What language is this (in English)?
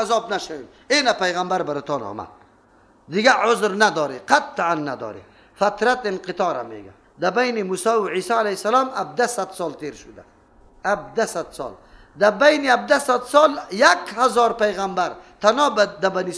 Persian